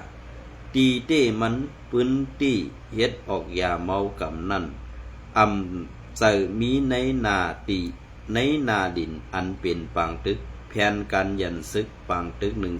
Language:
Shan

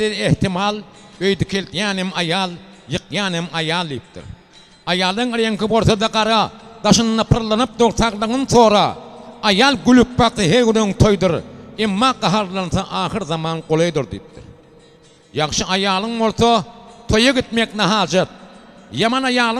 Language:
Turkmen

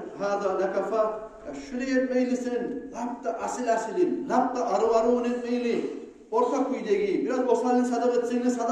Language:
Kumyk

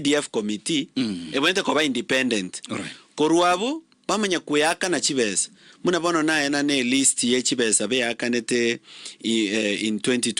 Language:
Gusii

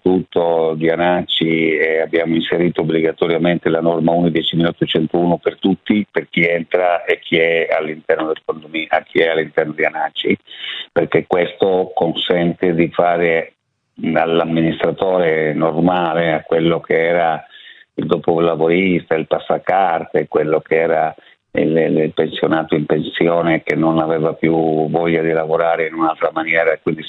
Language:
Italian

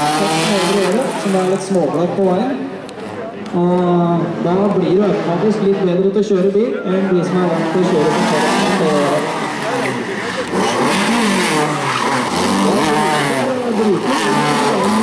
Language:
Norwegian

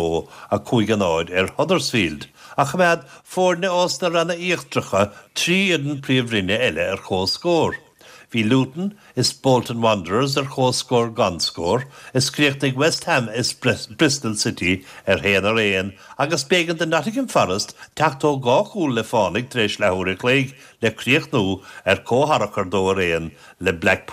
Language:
Irish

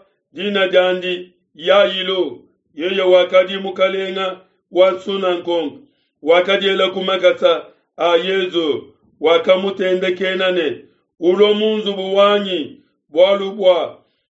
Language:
Luba-Lulua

